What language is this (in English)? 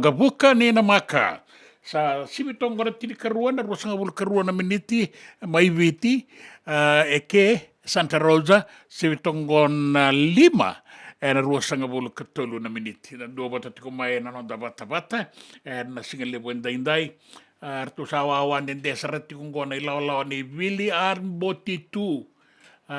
Fijian